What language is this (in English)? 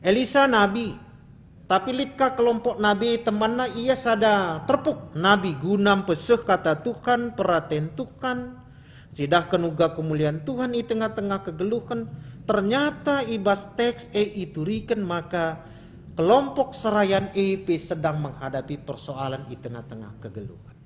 Batak Karo